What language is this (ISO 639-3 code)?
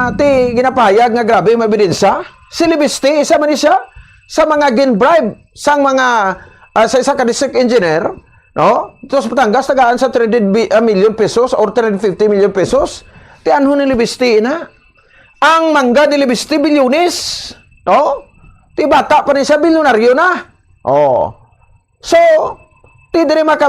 hil